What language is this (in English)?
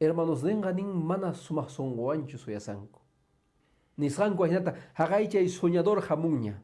Quechua